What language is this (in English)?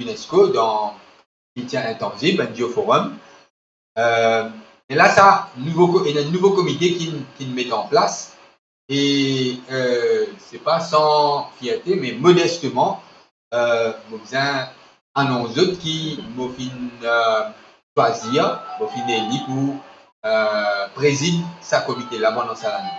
Morisyen